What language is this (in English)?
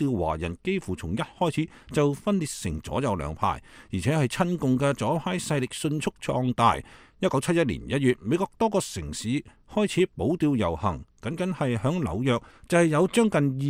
Cantonese